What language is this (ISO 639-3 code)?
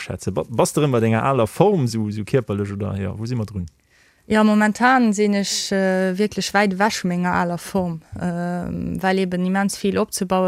ltz